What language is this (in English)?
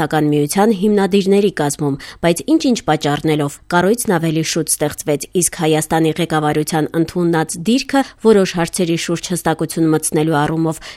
Armenian